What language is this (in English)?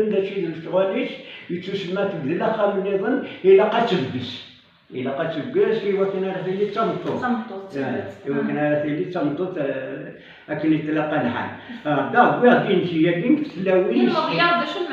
Kabyle